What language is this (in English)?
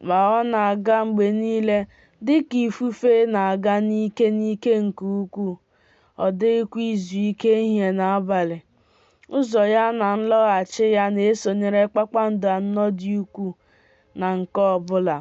Igbo